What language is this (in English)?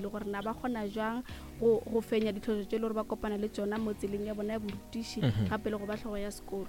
Northern Sotho